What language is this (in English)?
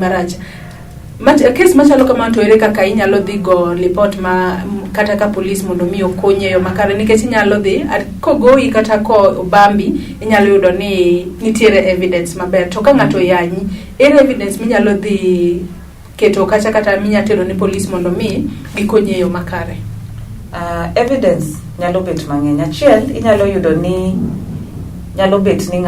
Luo (Kenya and Tanzania)